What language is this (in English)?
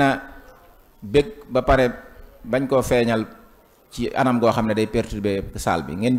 Wolof